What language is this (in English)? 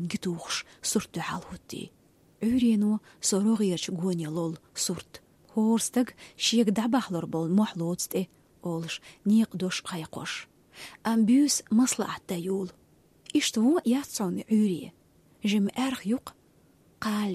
Chechen